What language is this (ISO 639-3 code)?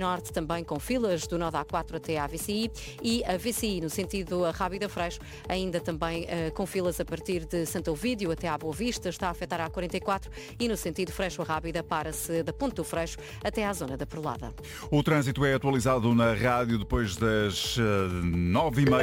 por